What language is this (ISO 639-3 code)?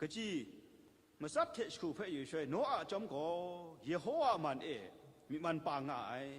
kac